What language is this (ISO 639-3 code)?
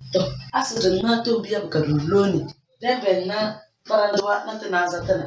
kdh